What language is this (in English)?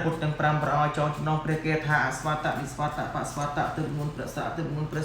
Khmer